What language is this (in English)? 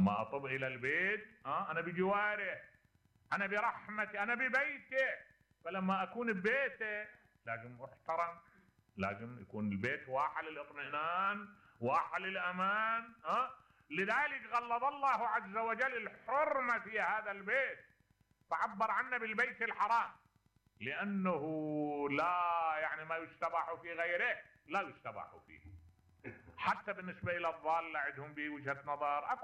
Mesopotamian Arabic